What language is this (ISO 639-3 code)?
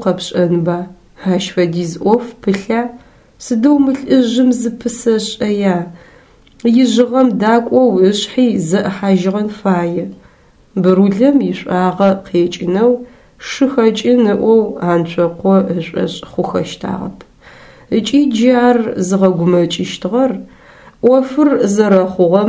ady